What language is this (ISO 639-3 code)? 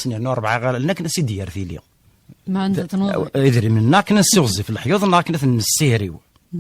kab